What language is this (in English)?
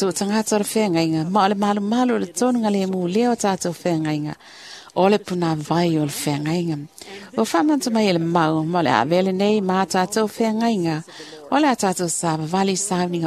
Samoan